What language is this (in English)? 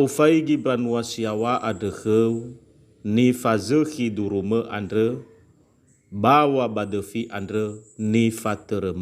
Nias